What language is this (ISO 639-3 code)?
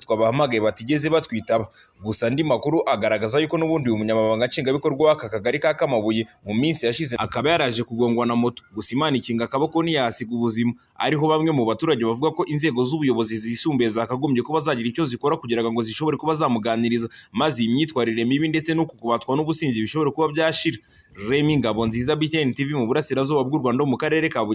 kin